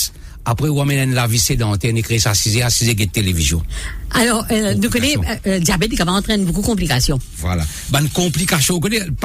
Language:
Morisyen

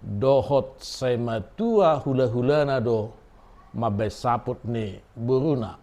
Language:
Batak Toba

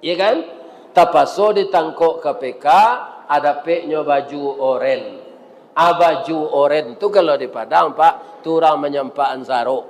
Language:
Minangkabau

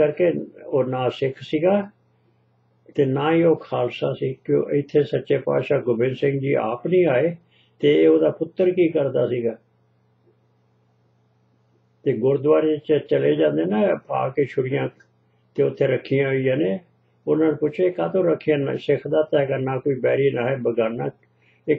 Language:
Punjabi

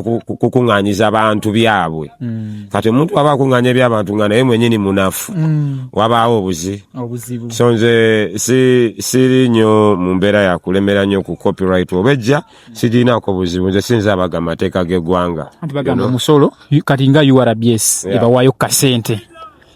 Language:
Ganda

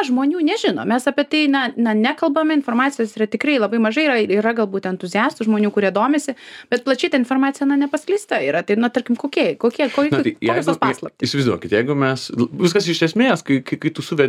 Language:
Lithuanian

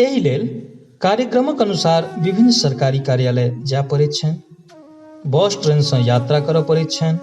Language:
Maithili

